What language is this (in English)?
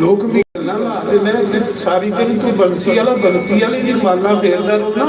Dogri